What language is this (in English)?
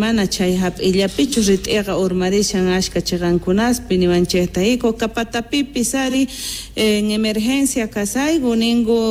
South Bolivian Quechua